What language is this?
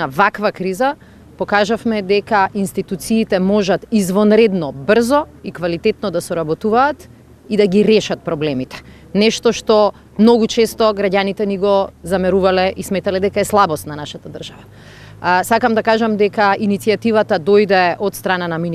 Macedonian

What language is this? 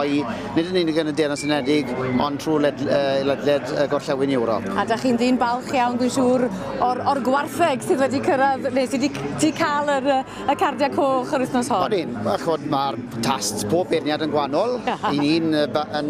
Welsh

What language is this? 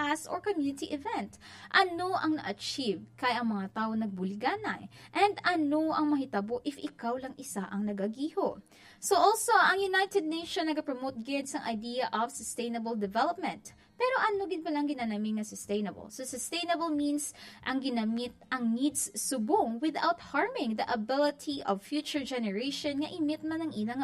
Hiligaynon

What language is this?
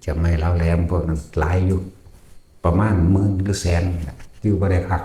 Northeastern Thai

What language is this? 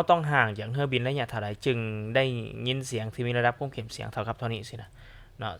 Lao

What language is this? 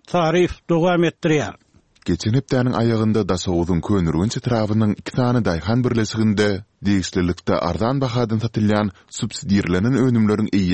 Turkmen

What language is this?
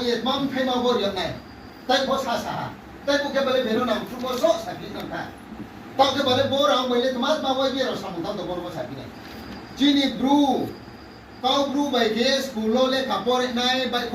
Riang (India)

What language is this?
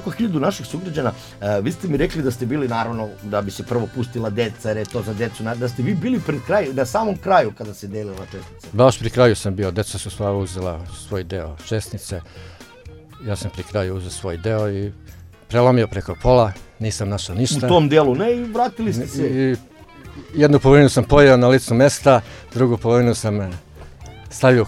Serbian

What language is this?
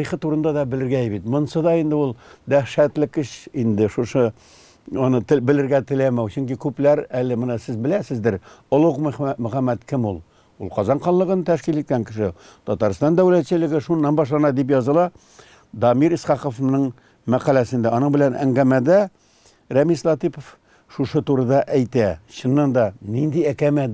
Tatar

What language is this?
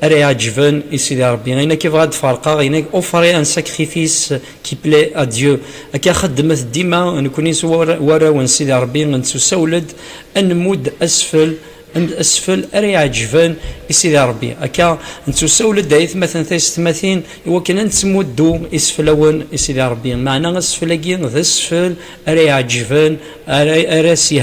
Kabyle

